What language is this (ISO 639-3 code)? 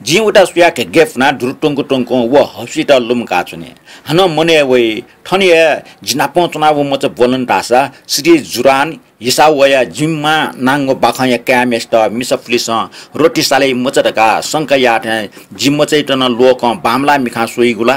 new